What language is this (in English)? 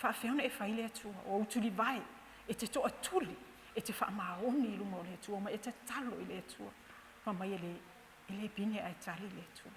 Samoan